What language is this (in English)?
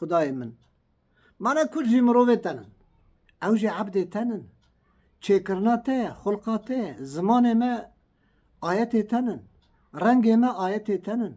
Kurdish